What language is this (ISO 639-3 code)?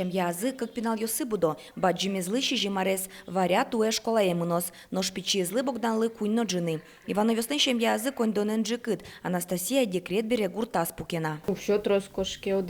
udm